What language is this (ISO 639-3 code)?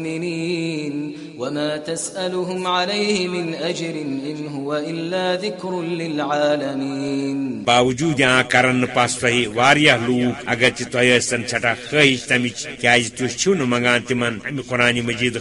kas